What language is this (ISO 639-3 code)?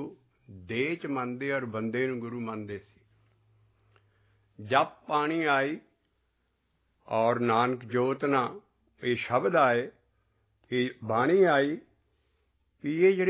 pan